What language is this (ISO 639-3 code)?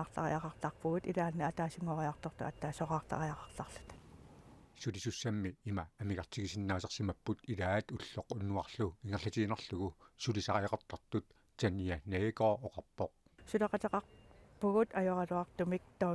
kal